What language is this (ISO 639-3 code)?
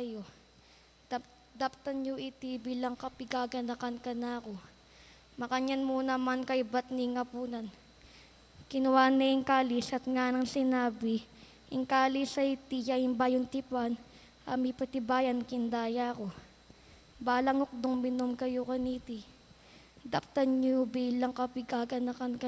pam